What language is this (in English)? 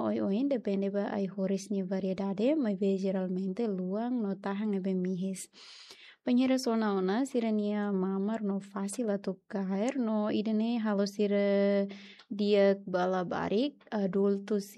Tetum